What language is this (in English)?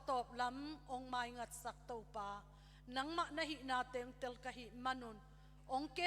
Tedim Chin